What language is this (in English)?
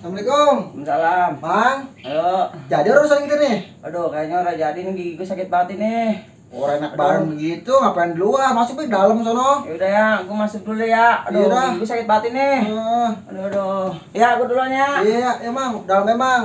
Betawi